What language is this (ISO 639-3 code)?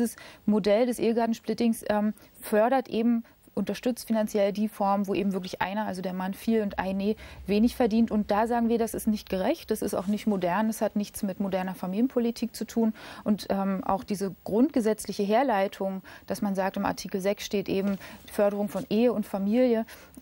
deu